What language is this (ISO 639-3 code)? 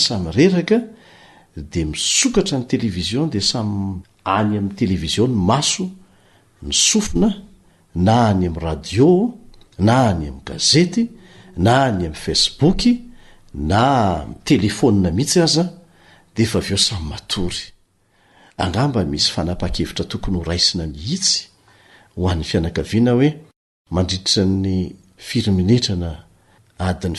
mlg